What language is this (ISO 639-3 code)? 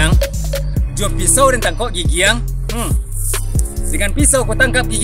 min